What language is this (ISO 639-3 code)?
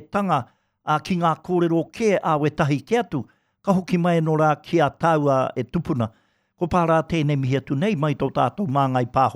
mri